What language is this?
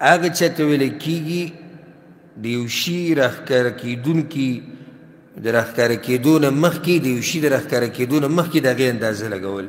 Pashto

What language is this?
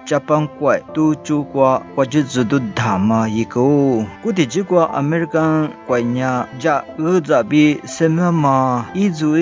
Lisu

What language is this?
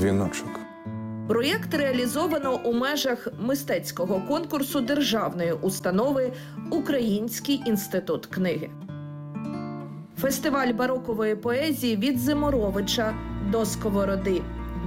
Ukrainian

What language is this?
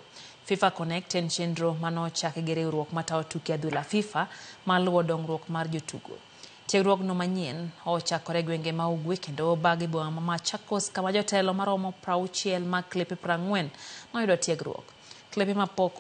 Luo (Kenya and Tanzania)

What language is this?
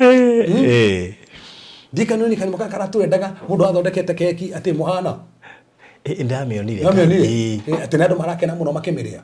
Kikuyu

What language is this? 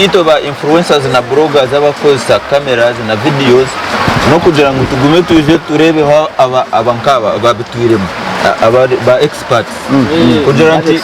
Nyankole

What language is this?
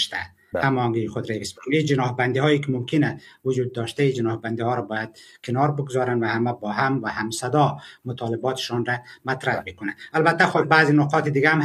Persian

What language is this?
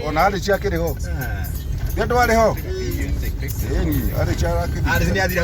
Kikuyu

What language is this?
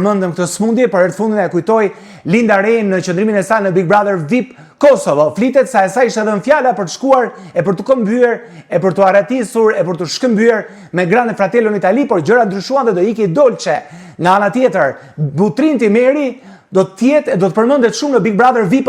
Albanian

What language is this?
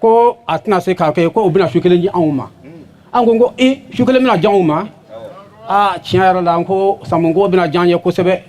Bambara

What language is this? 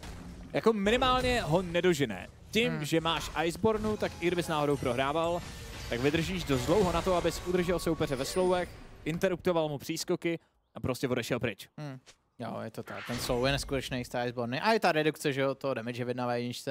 Czech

